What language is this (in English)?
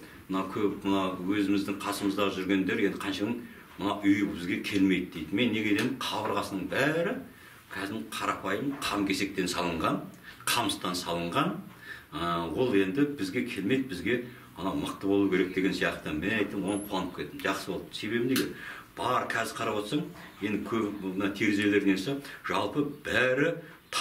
Kazakh